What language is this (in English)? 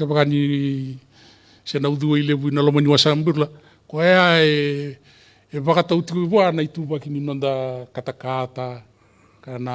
Fijian